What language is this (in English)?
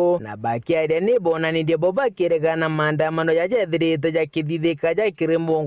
Meru